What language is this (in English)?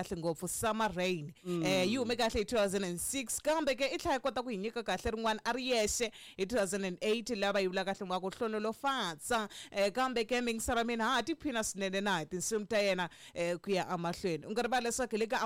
Tsonga